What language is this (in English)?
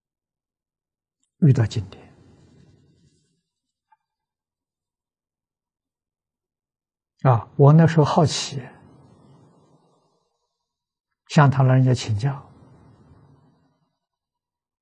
Chinese